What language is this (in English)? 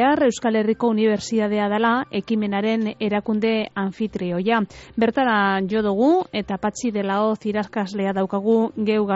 Basque